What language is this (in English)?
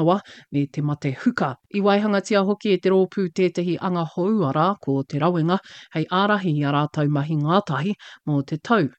Māori